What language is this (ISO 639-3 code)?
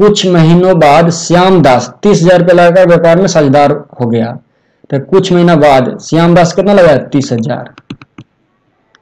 hin